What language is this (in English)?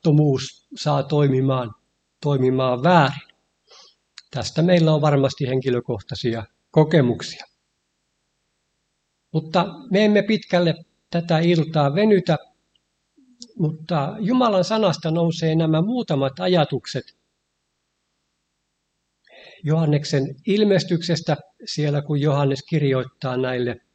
Finnish